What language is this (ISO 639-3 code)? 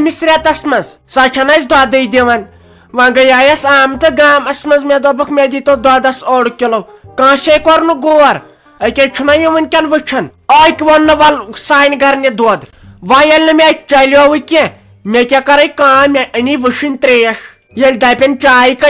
kas